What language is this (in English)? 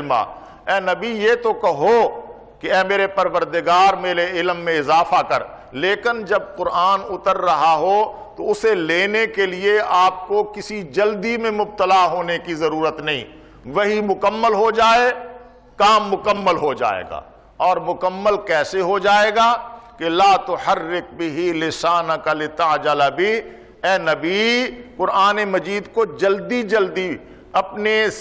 Urdu